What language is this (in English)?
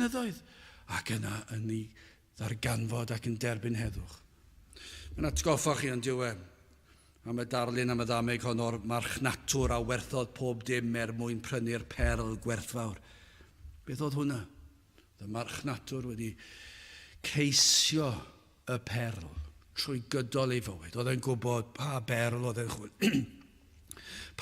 Welsh